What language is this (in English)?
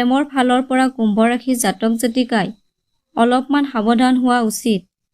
Assamese